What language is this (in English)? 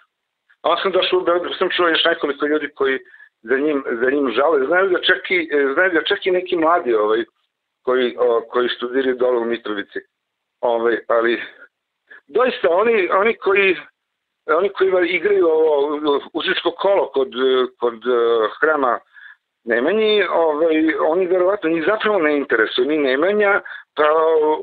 Serbian